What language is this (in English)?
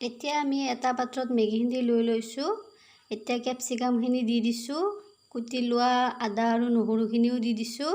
Assamese